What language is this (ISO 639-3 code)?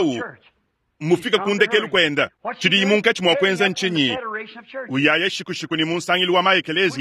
lua